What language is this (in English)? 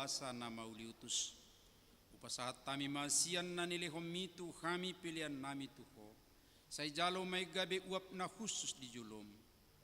Batak Toba